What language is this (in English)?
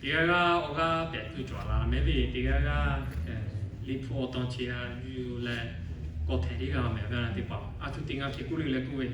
Lahu